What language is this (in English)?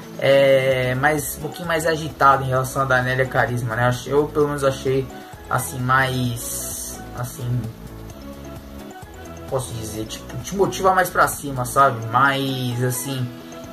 Portuguese